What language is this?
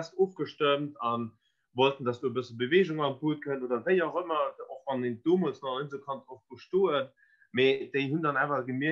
Luxembourgish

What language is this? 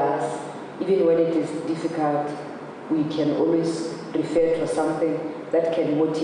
Tswana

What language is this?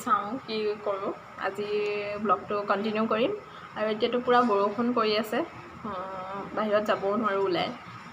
Assamese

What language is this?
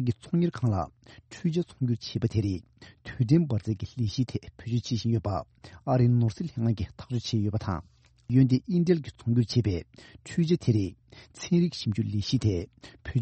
Tibetan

